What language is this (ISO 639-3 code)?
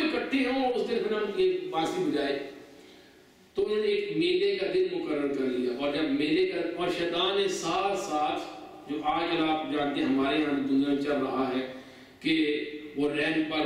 urd